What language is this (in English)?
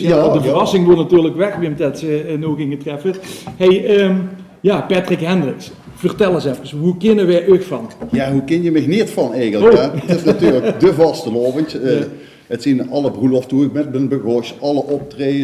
Limburgish